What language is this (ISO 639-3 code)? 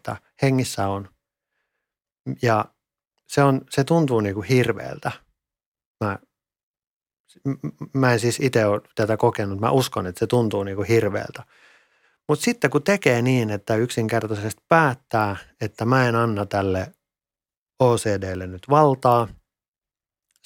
fin